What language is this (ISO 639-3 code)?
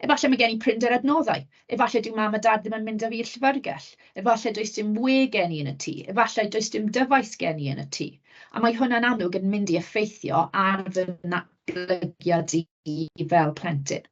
cym